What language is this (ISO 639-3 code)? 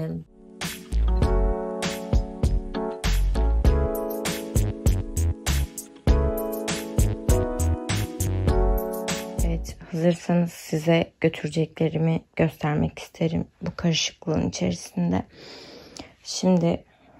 tur